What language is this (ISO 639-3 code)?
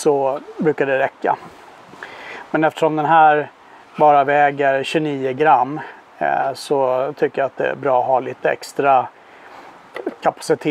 swe